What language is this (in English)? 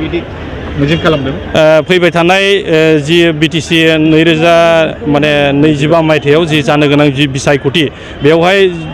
Bodo